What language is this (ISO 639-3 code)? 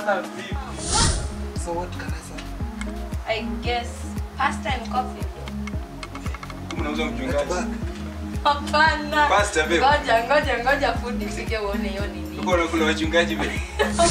swa